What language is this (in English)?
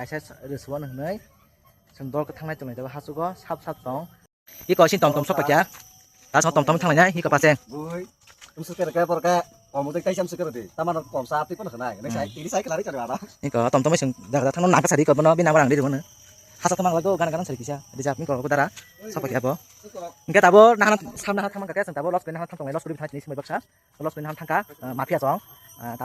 Kok Borok